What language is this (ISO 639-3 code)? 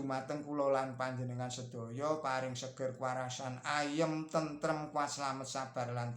jav